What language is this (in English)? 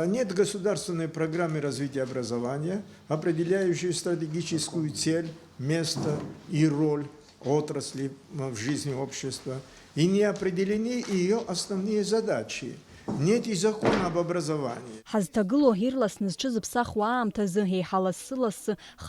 Abkhazian